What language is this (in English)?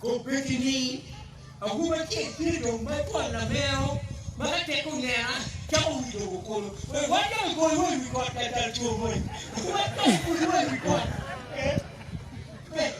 Acoli